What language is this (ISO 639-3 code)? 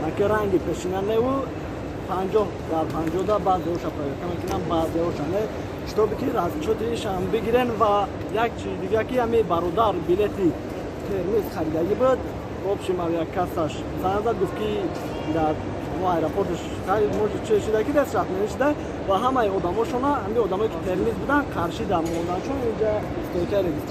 tgk